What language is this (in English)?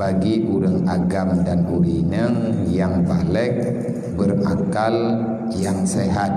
Achinese